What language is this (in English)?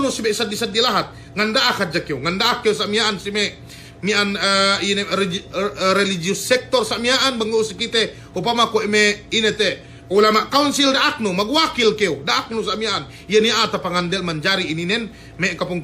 Yakan